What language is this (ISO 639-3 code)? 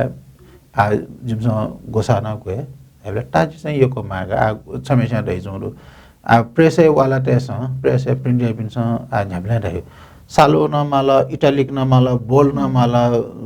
new